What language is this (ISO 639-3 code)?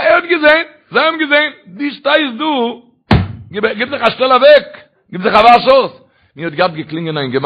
yid